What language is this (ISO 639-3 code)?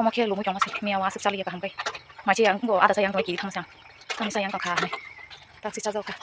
trp